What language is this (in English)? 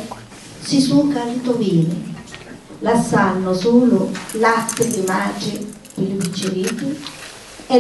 Sicilian